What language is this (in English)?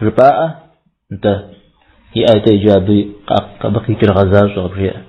Kabardian